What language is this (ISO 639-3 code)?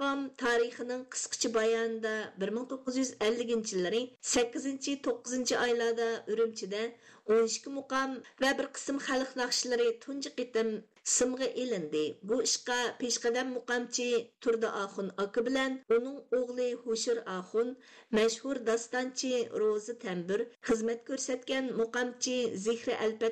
uig